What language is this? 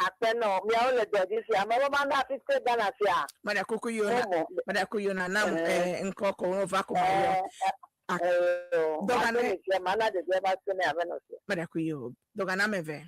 Ewe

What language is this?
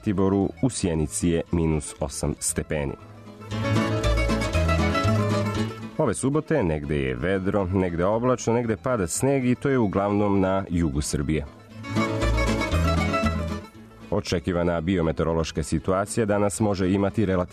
Serbian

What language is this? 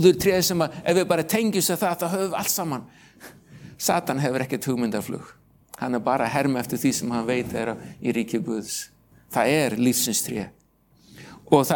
Icelandic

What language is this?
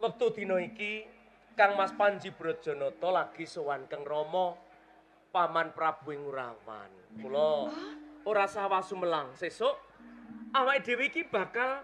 Javanese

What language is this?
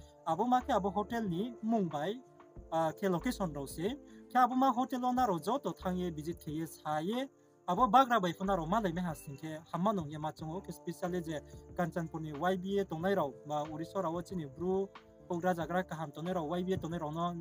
Riang (India)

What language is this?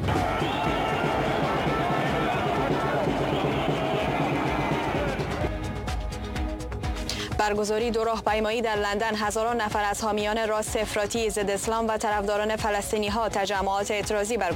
Persian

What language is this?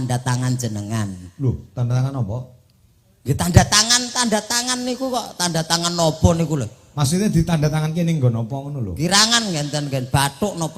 Javanese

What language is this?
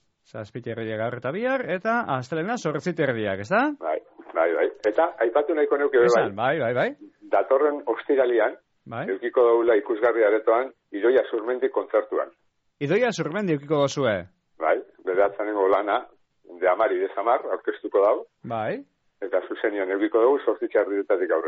Basque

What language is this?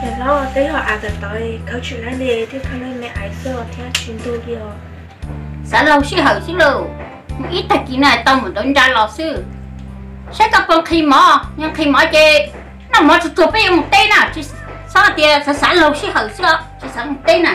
Hmong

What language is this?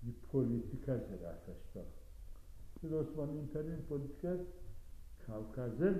Adyghe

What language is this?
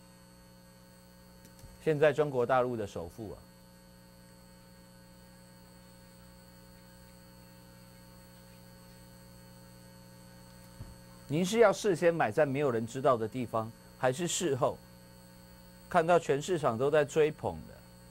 Chinese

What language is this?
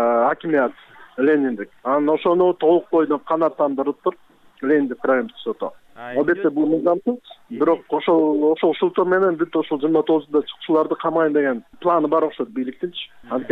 Kyrgyz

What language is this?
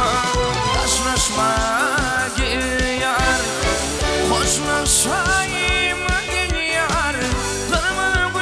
Turkmen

